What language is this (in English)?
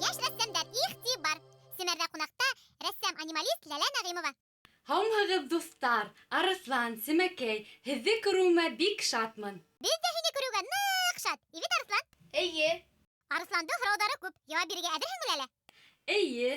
Bashkir